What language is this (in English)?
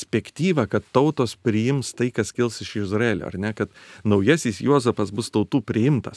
Lithuanian